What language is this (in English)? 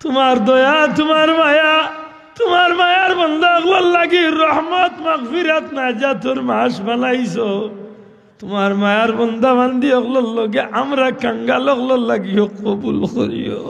Sylheti